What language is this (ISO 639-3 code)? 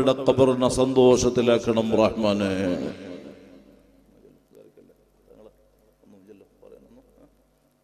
mal